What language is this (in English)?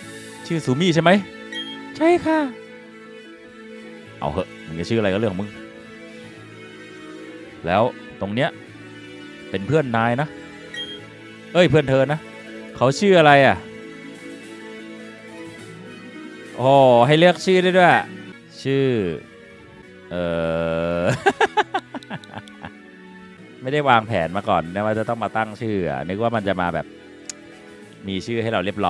Thai